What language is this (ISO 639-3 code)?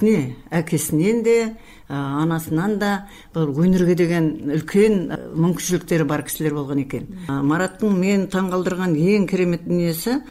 kaz